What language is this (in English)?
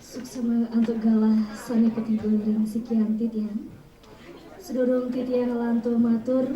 Balinese